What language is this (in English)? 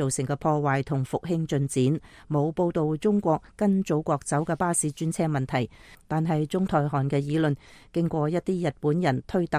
Cantonese